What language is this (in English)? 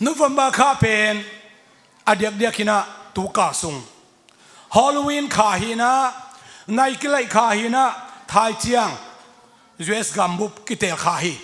Tedim Chin